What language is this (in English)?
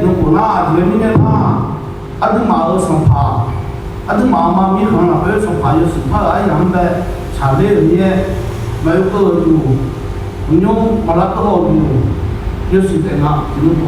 Akha